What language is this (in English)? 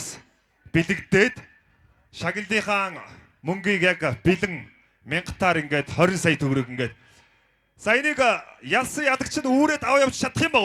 Mongolian